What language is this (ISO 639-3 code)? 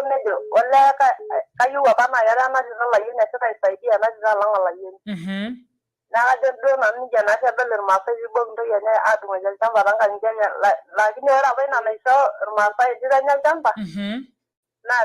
mas